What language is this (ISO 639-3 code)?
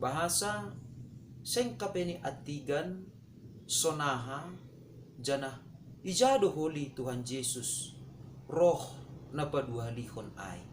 bts